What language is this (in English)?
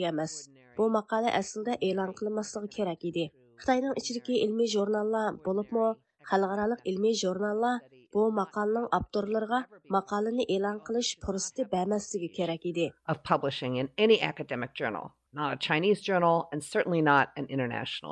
Uyghur